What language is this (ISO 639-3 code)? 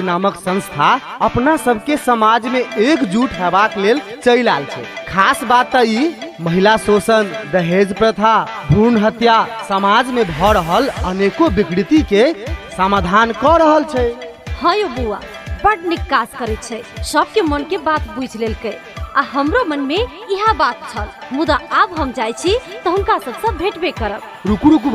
mai